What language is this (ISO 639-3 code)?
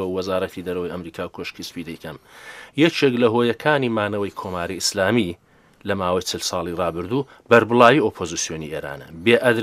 ckb